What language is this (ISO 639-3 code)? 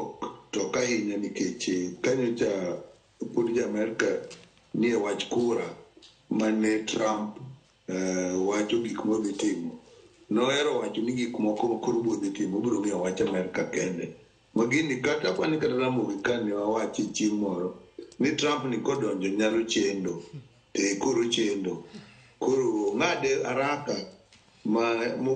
luo